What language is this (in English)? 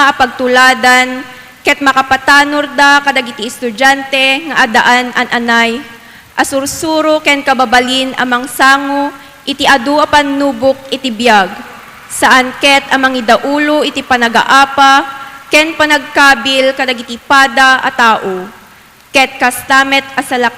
Iloko